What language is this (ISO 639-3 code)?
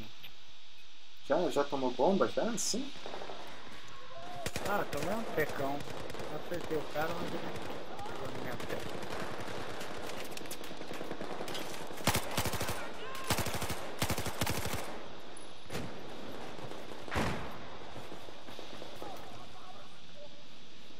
por